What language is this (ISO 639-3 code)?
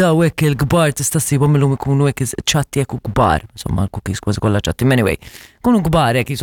mlt